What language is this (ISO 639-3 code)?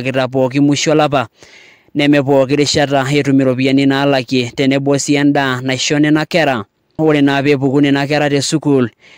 mas